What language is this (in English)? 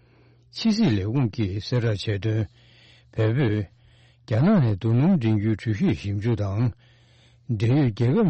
Tibetan